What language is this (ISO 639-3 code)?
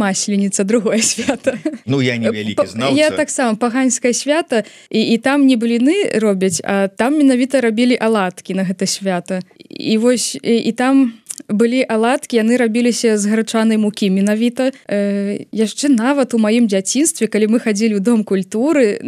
bel